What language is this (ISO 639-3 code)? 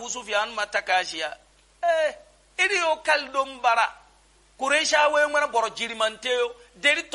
yor